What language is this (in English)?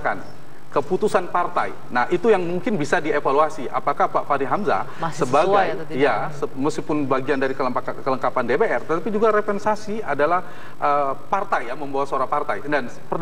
Indonesian